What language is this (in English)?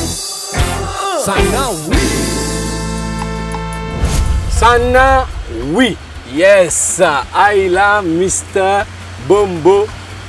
French